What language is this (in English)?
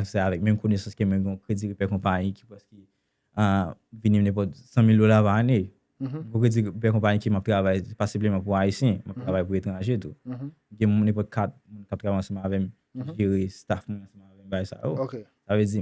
Haitian Creole